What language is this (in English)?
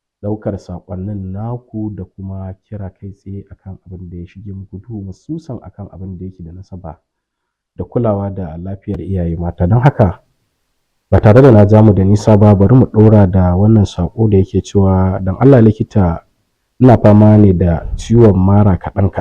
Hausa